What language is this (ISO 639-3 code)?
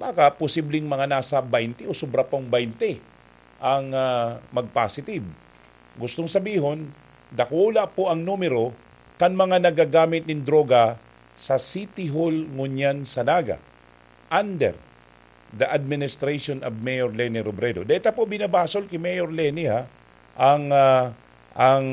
bik